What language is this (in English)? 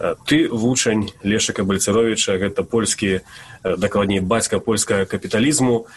Belarusian